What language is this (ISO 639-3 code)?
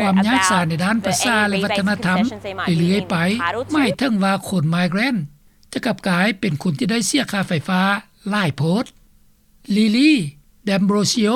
lao